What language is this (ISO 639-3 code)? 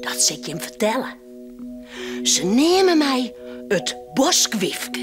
fry